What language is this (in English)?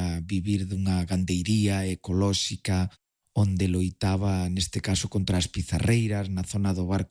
Galician